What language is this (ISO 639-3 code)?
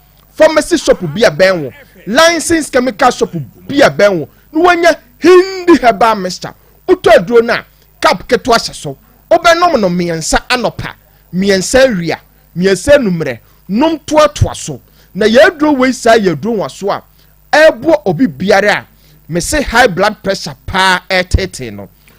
aka